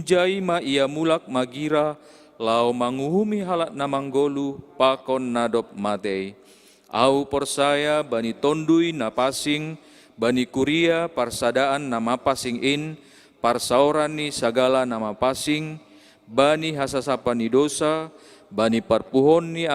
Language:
Batak Simalungun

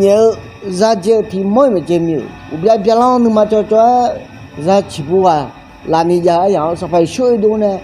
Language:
Akha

